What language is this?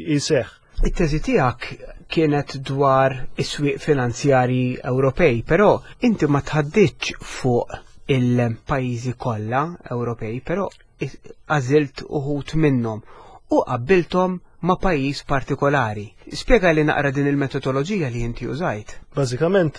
Maltese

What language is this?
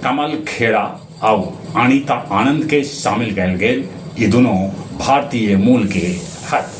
Magahi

